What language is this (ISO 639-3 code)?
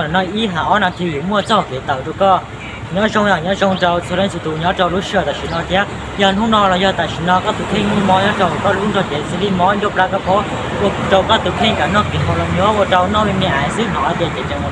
hmn